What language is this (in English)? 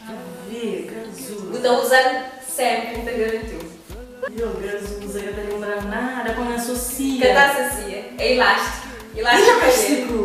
Kabuverdianu